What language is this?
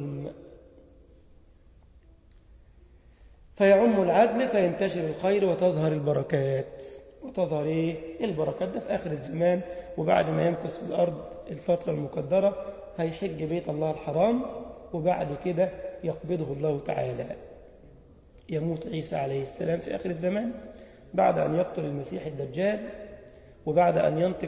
Egyptian Arabic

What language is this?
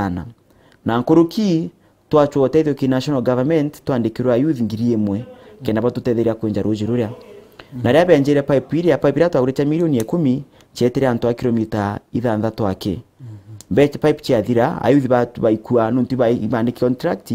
Meru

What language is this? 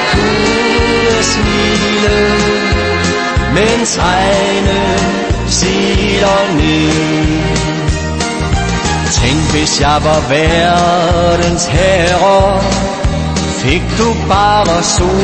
Danish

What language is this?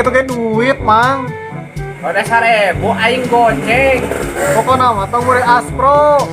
Sundanese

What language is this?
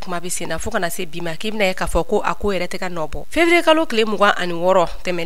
Bambara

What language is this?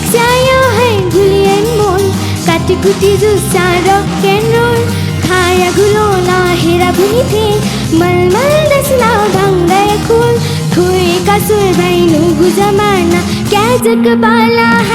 Newari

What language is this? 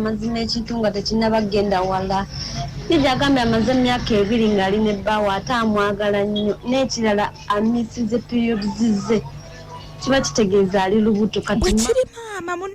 Ganda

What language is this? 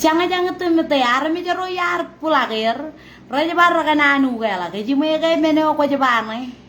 Marshallese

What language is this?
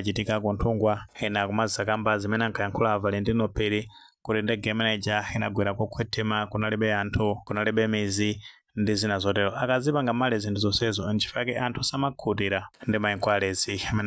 Nyanja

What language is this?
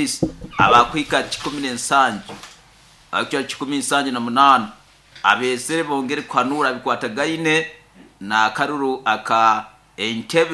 Nyoro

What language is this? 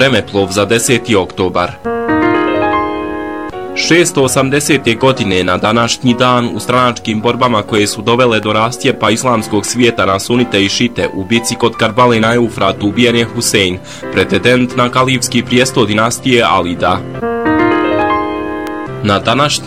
Bosnian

